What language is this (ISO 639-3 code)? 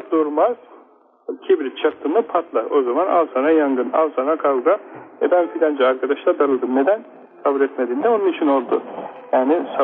tur